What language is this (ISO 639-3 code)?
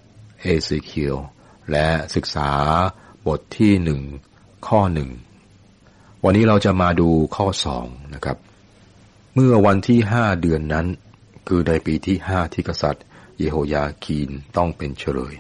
tha